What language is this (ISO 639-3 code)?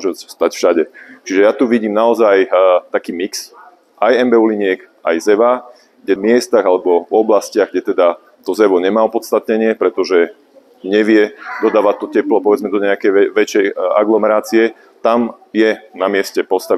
slk